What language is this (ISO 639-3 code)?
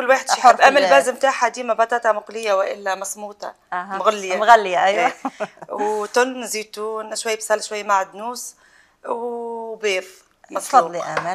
arq